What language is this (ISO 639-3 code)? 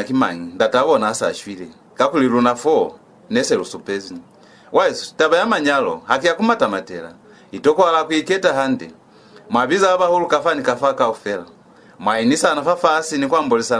loz